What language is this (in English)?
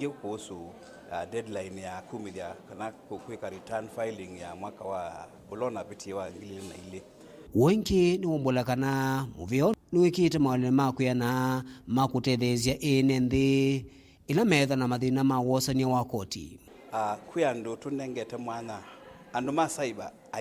Kamba